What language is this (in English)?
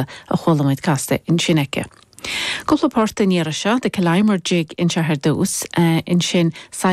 Irish